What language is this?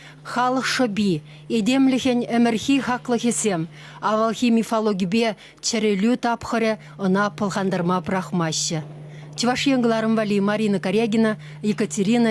Chuvash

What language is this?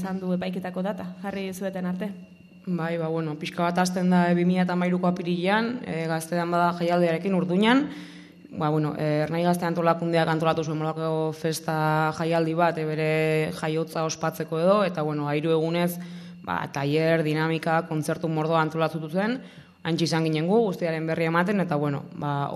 Basque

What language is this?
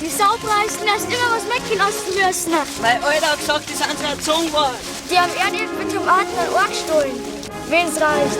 Bavarian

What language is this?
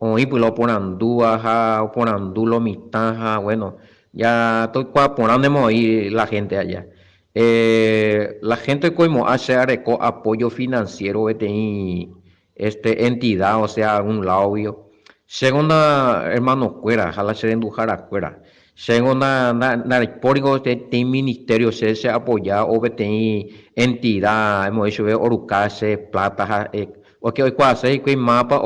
Guarani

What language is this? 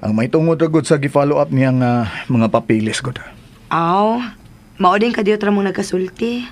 Cebuano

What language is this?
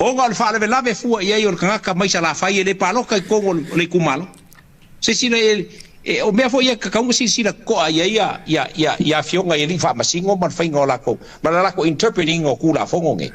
Samoan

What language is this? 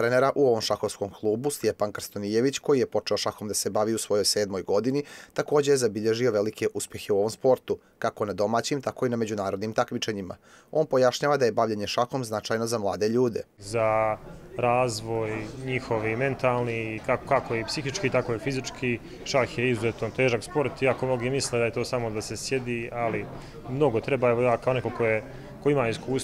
Bosnian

